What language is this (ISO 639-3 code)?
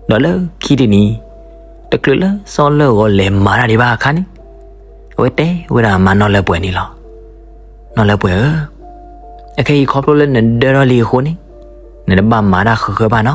ksw